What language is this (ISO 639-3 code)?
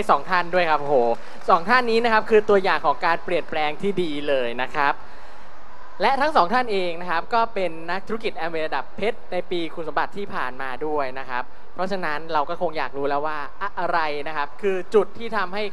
tha